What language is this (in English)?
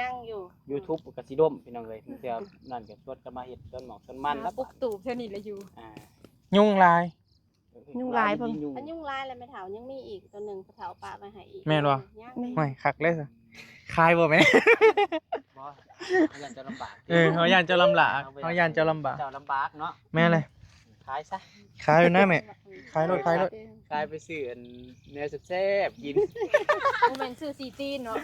Northeastern Thai